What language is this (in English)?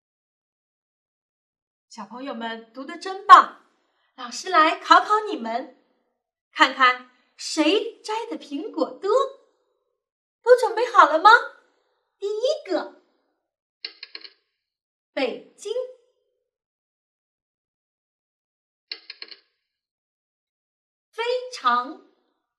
Chinese